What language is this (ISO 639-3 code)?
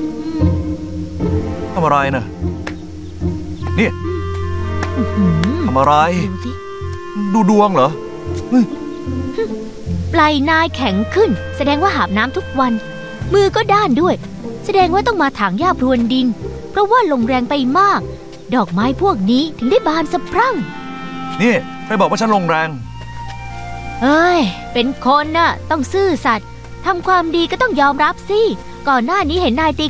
tha